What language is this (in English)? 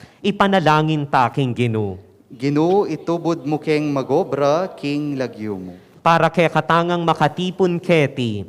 Pampanga